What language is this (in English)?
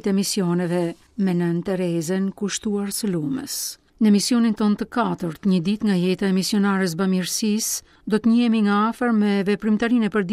Albanian